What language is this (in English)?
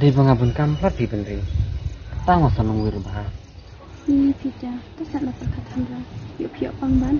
Khasi